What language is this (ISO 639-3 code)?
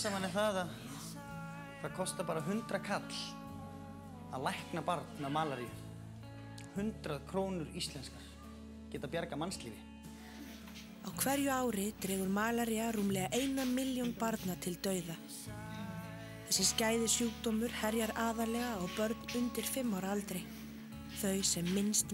isl